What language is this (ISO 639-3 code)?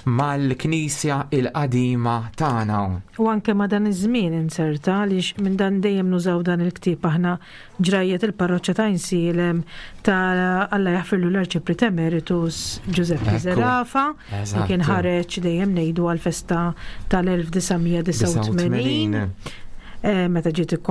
mlt